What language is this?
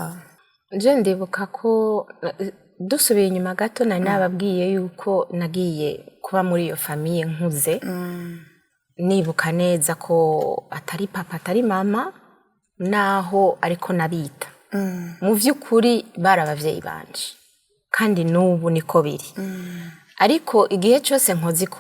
Rundi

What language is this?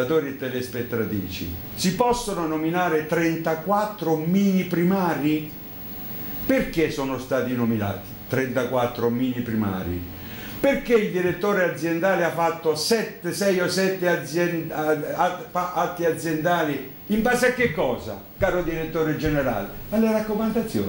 Italian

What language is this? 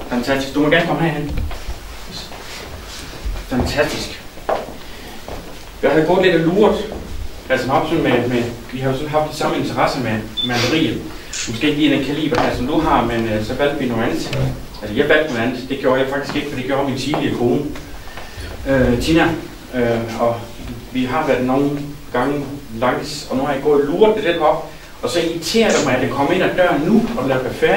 Danish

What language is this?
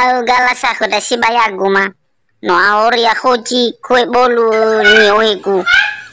Nias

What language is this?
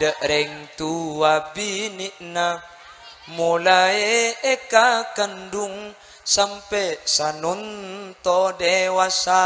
Madurese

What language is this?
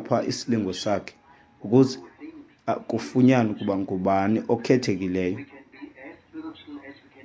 Xhosa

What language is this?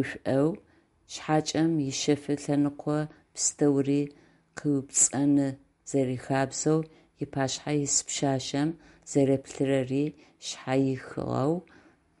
Adyghe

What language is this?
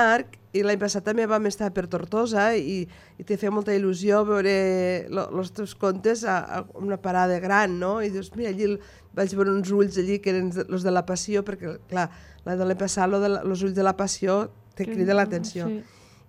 Catalan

